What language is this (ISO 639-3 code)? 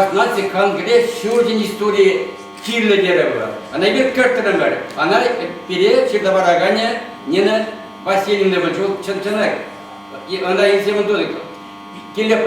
chv